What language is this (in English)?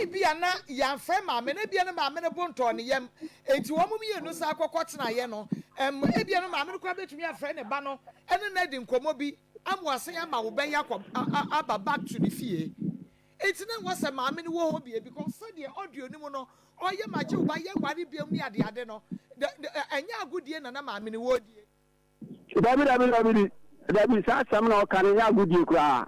Akan